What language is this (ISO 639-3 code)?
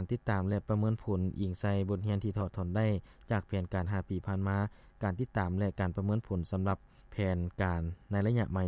lao